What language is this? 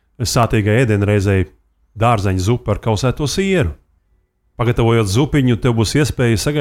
Latvian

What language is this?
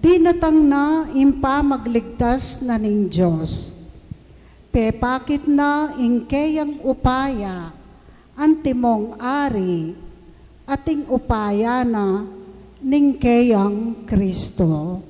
Pampanga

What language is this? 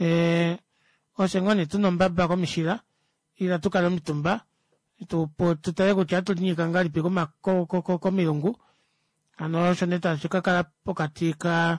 Kuanyama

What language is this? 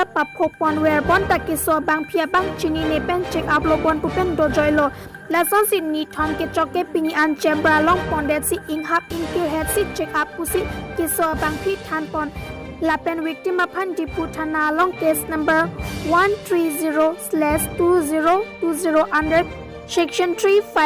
Karbi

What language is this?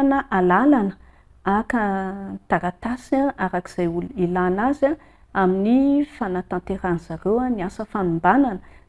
Malagasy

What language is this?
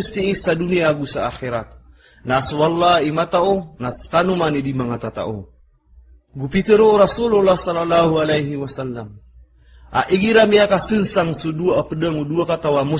Maranao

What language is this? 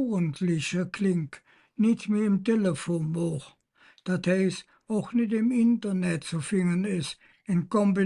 Colognian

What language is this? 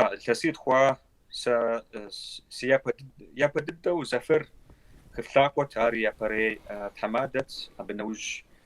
Kabardian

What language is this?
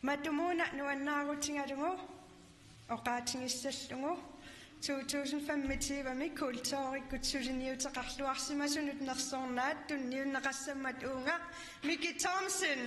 Kalaallisut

